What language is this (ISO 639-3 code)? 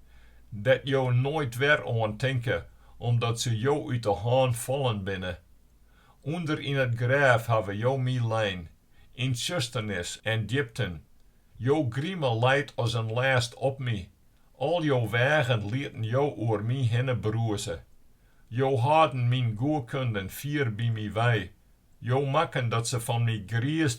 fry